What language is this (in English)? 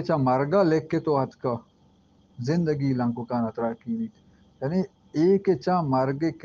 Baluchi